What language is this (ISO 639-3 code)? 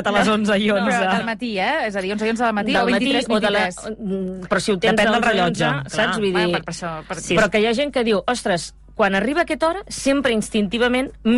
cat